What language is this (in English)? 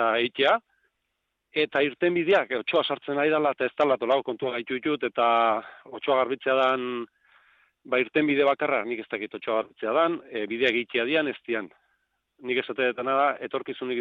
Basque